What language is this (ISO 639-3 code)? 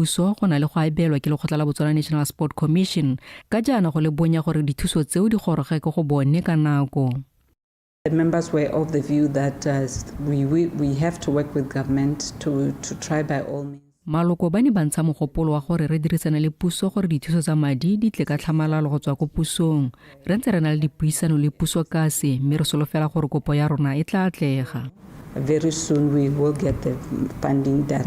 tsn